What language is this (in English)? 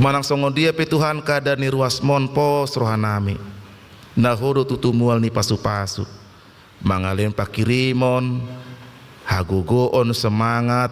Batak Toba